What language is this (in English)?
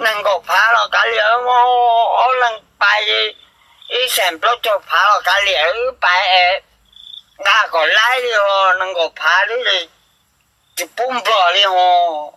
Hmong